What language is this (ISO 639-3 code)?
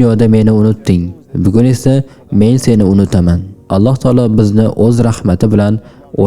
uzb